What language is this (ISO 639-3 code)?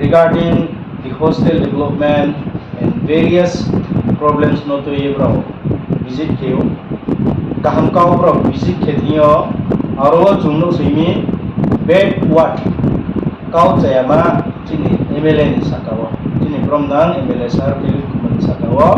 ria